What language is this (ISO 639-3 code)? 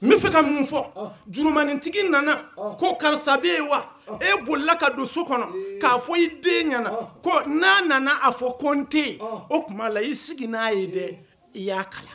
bam